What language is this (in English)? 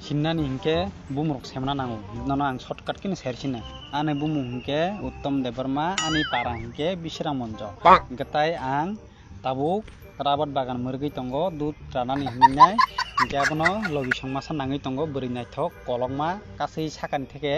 Kok Borok